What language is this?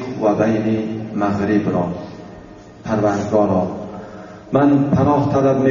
Tajik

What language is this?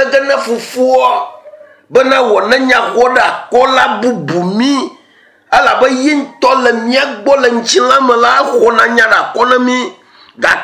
Ewe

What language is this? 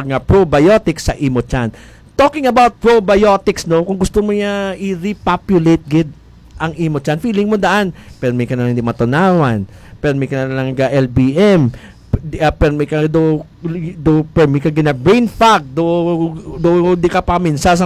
Hiligaynon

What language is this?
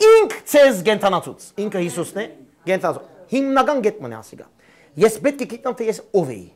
Western Armenian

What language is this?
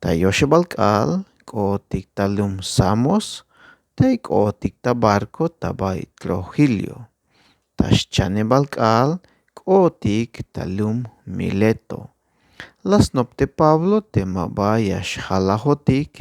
Tzeltal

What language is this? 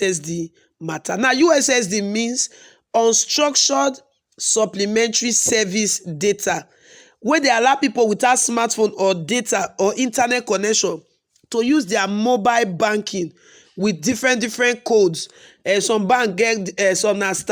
Nigerian Pidgin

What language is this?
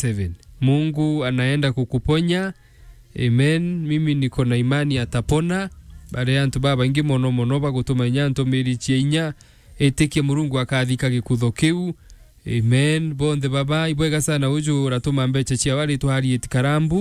Meru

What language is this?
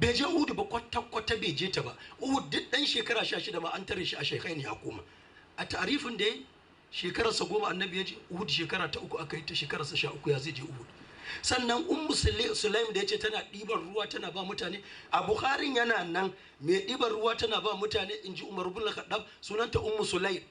Hausa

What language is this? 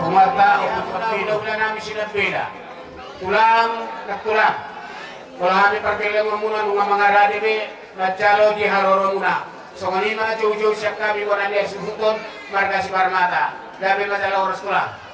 Batak Toba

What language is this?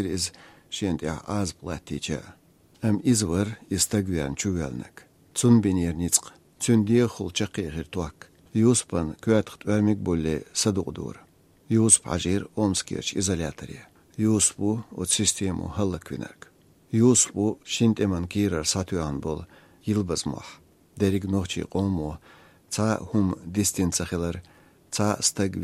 Chechen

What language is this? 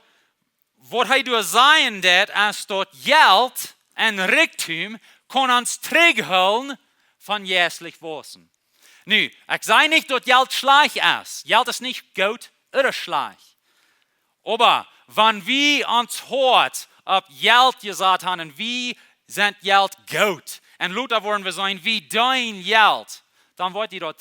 Plautdietsch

